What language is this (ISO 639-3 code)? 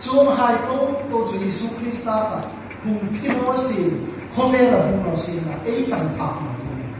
hmr